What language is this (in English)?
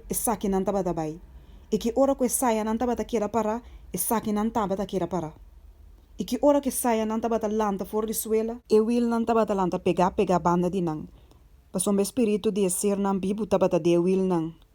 Papiamento